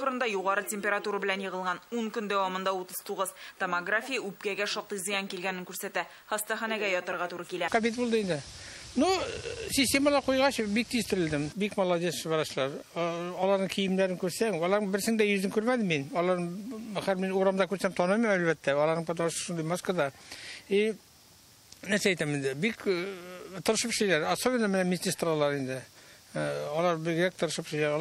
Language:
Tatar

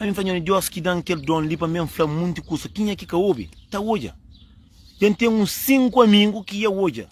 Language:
Kabuverdianu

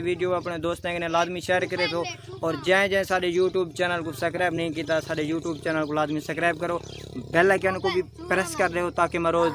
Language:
Saraiki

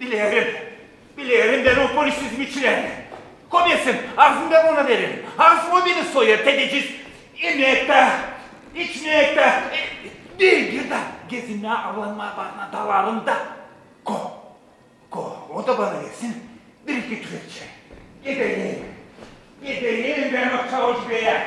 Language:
Gagauz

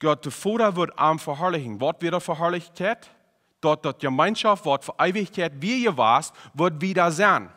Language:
Plautdietsch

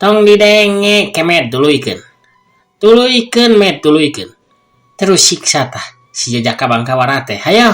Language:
Sundanese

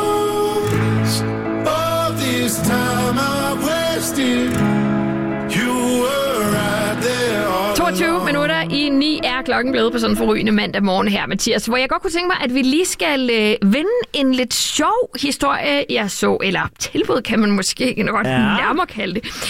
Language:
Danish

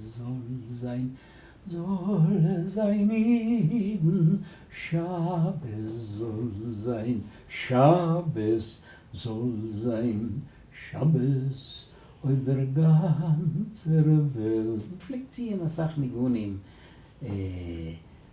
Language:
Yiddish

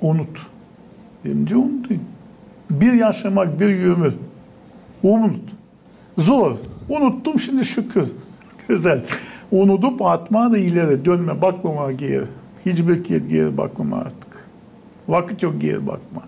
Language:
Gagauz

